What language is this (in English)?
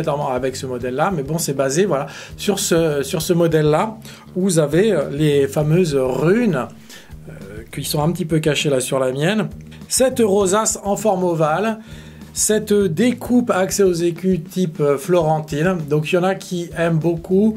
French